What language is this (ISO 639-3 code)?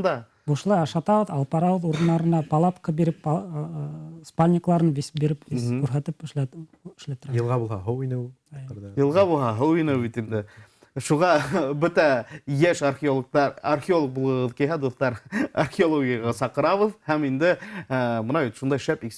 bak